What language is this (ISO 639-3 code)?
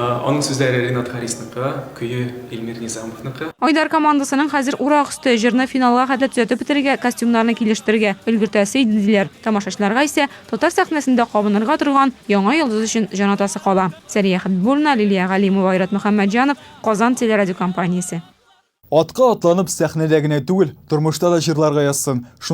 tat